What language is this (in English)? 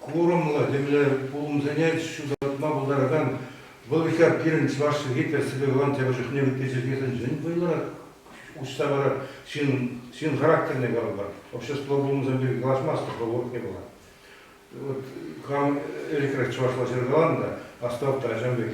Chuvash